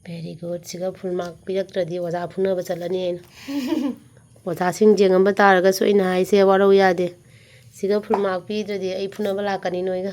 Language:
Manipuri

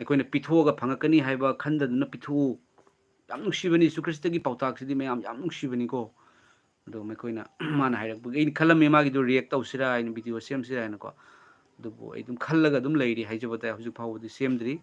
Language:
Manipuri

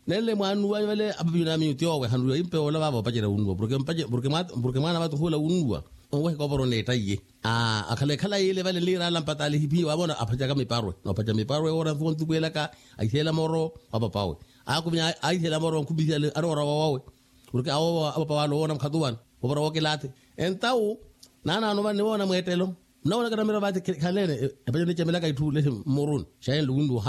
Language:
Makhuwa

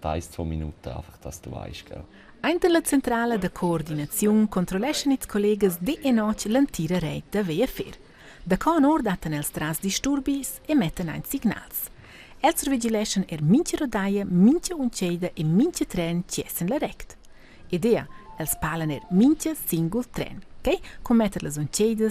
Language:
Romansh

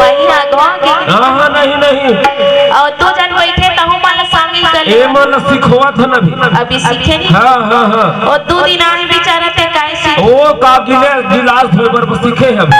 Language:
Chhattisgarhi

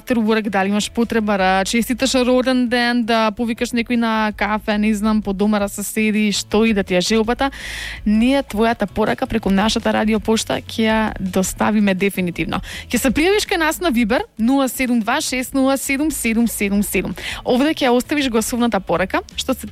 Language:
Macedonian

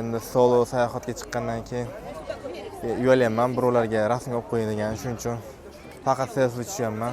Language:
Uzbek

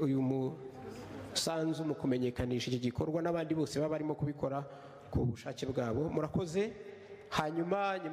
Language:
Kinyarwanda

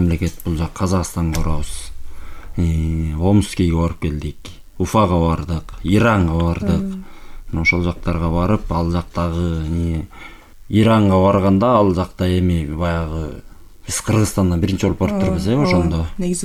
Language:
Kyrgyz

